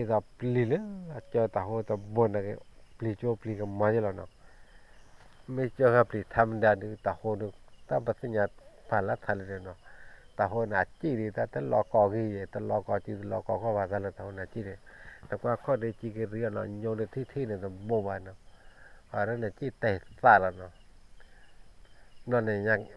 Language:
S'gaw Karen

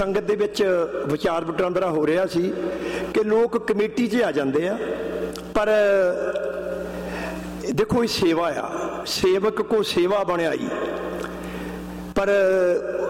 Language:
Punjabi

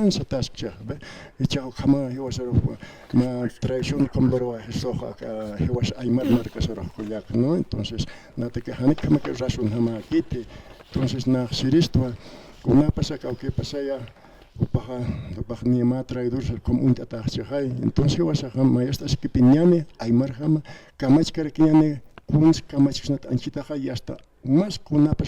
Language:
Aymara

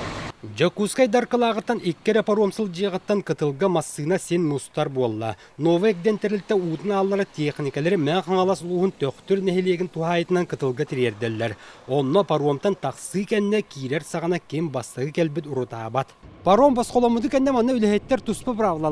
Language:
Yakut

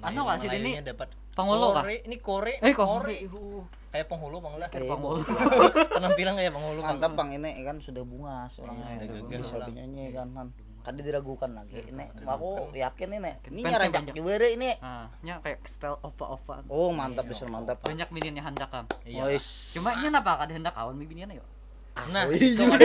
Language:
Banjar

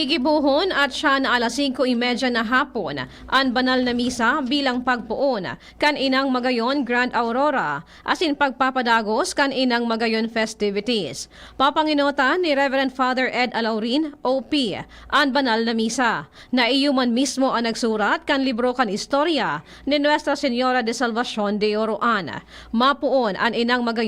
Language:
Bikol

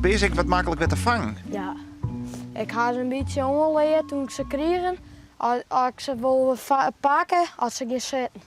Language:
Western Frisian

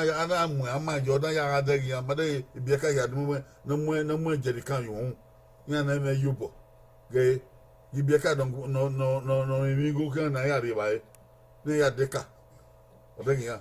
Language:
Bini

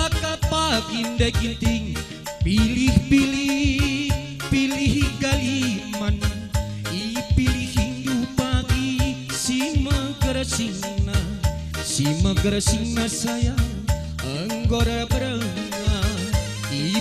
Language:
Batak Karo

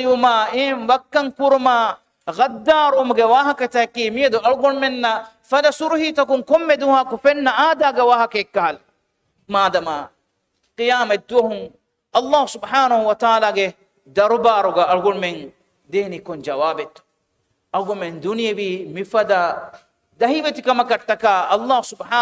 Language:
Divehi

